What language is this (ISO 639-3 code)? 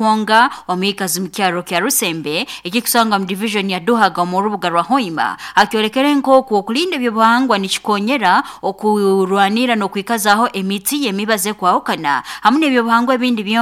nyo